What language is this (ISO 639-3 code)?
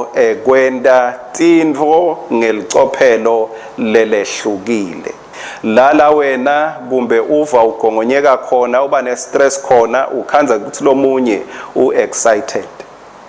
ssw